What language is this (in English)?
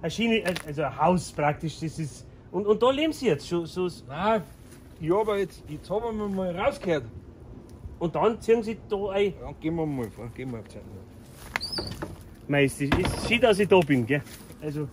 Bavarian